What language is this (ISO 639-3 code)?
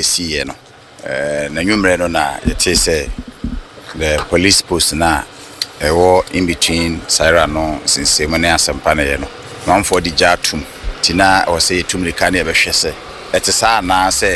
aka